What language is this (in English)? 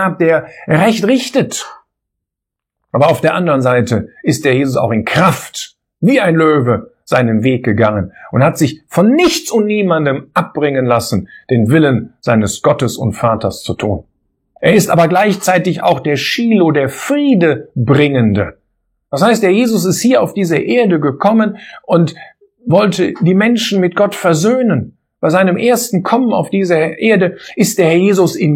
German